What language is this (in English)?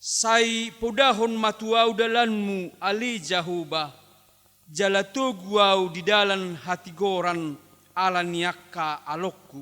Batak Toba